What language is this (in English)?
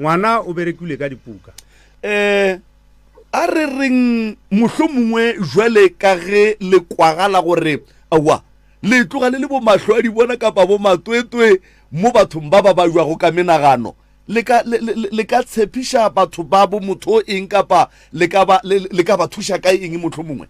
Northern Sotho